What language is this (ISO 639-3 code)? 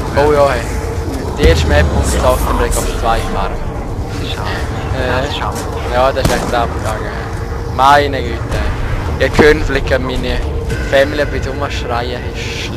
gsw